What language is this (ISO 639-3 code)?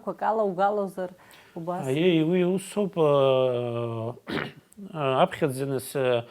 abk